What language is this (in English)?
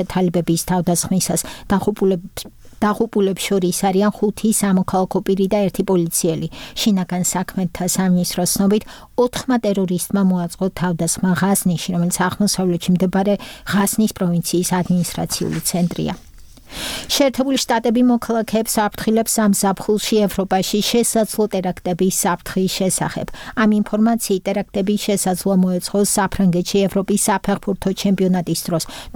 Georgian